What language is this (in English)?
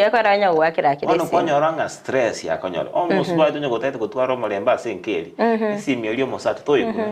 Gusii